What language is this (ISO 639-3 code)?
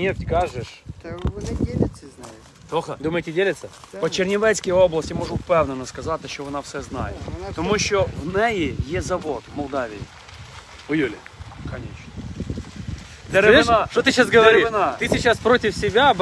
ukr